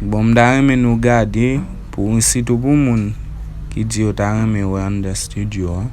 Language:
Haitian Creole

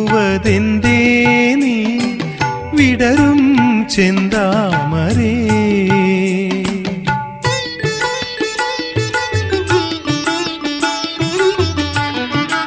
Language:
Malayalam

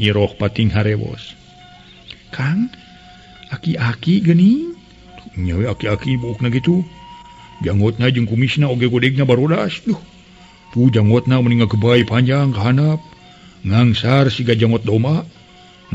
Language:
Sundanese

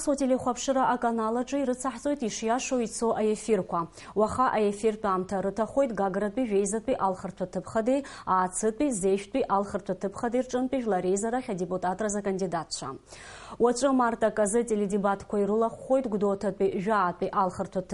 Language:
Abkhazian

